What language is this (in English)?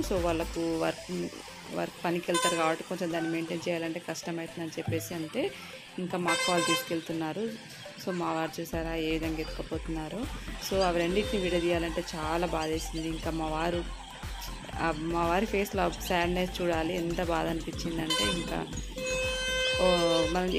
Telugu